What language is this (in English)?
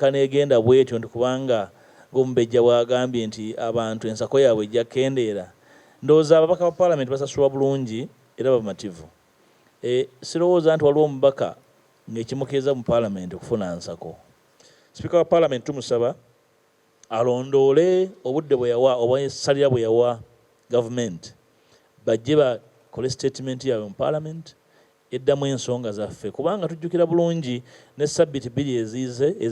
Ganda